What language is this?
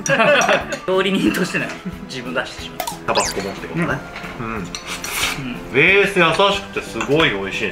Japanese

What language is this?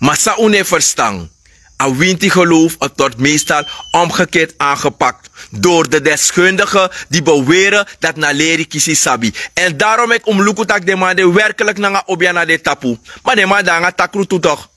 Sranan Tongo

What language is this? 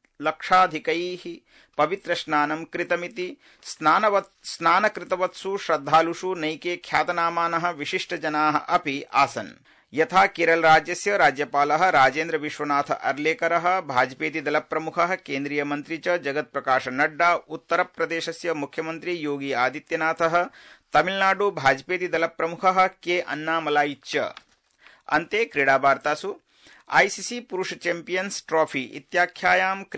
Sanskrit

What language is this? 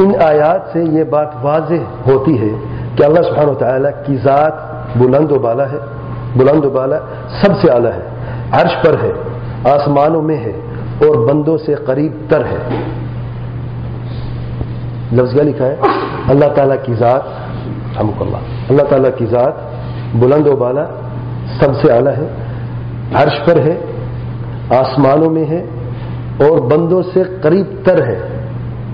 Urdu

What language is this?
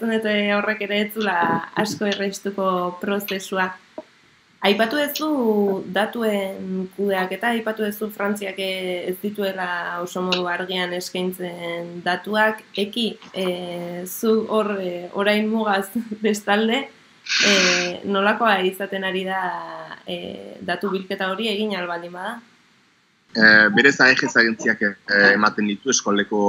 Basque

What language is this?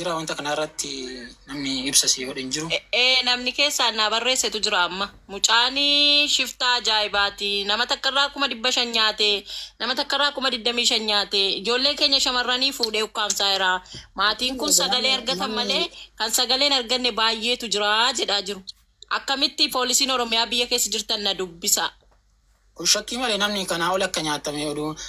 Oromo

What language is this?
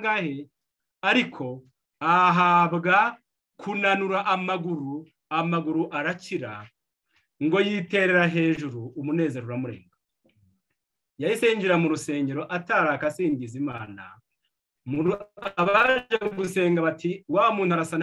Kinyarwanda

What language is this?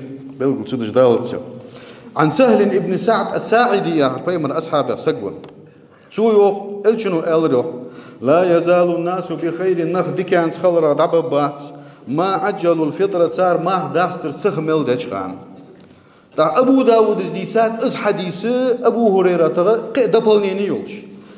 Ingush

